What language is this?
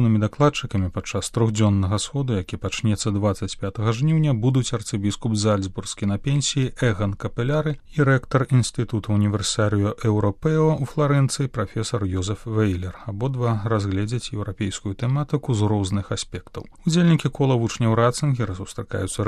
Belarusian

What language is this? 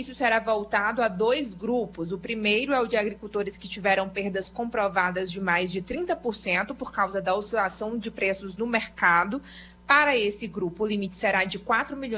Portuguese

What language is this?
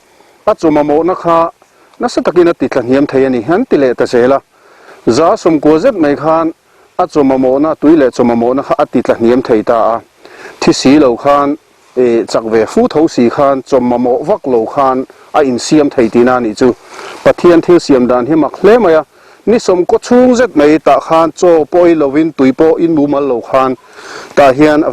Mizo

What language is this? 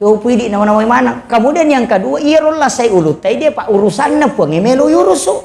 Buginese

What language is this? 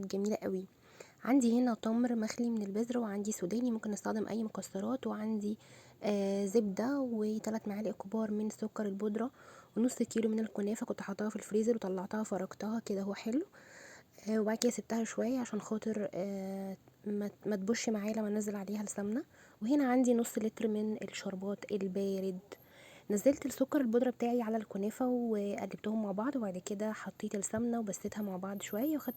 Egyptian Arabic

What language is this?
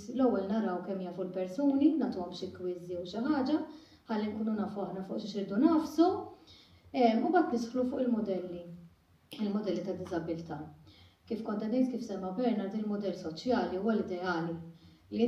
Maltese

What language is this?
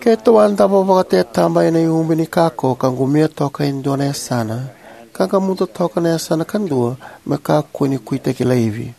Fijian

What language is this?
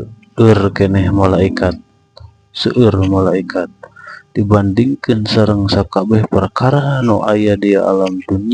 Sundanese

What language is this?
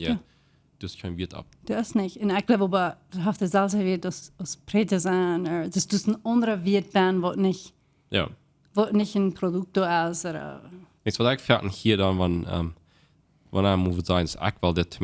Plautdietsch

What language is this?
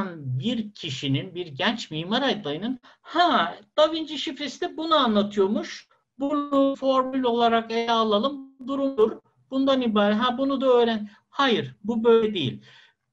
Turkish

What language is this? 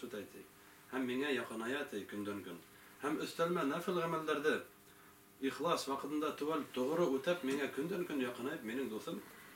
Bashkir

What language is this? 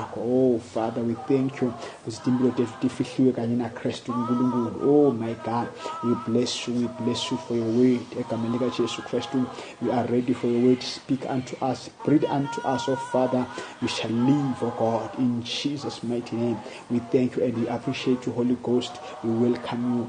Zulu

